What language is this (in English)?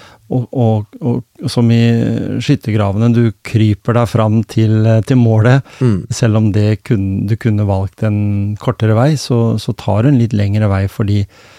Norwegian